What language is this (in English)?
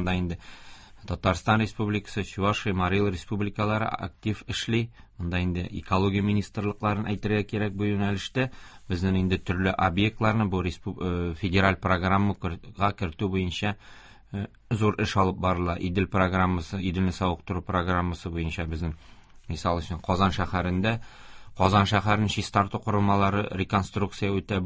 Tatar